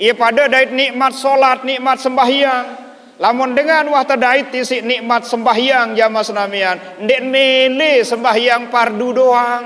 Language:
Sasak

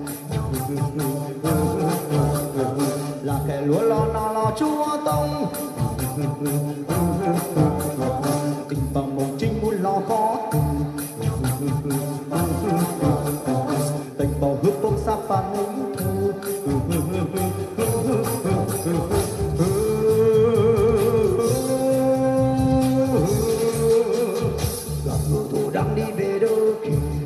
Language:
Vietnamese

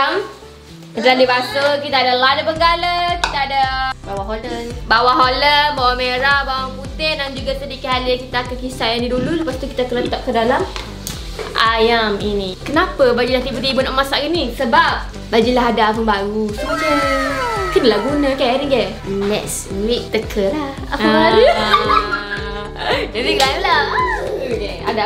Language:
Malay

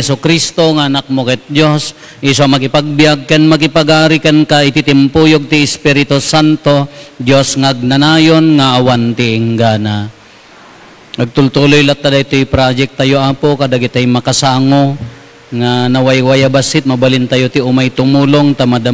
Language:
Iloko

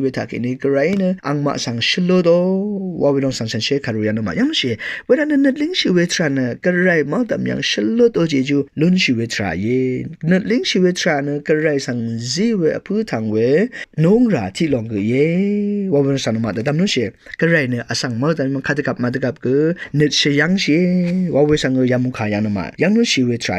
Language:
Rawang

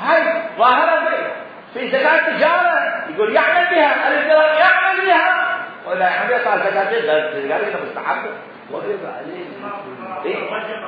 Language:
Mesopotamian Arabic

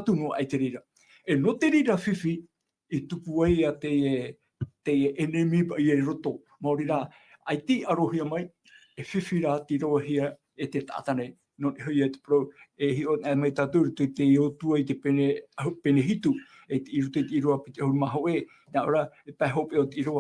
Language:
Tahitian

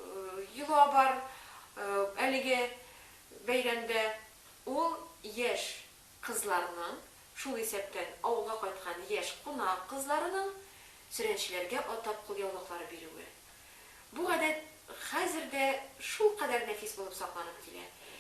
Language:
Tatar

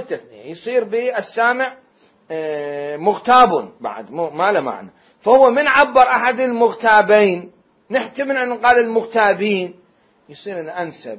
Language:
Mesopotamian Arabic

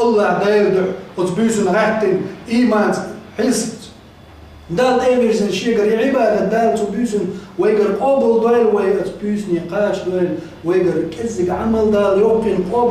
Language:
Chechen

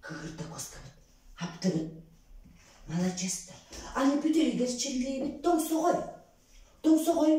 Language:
Yakut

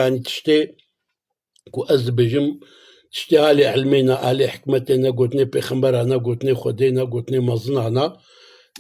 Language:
Kurdish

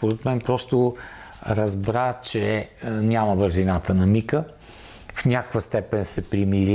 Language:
Bulgarian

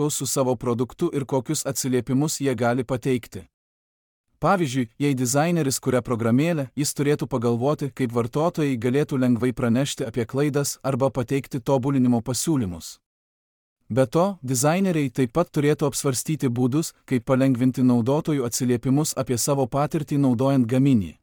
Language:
Lithuanian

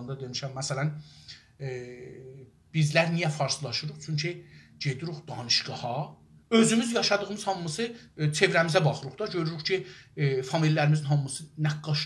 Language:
South Azerbaijani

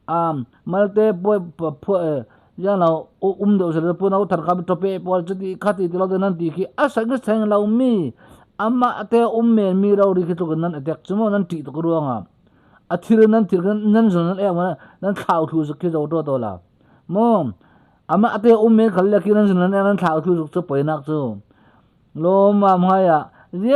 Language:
Falam Chin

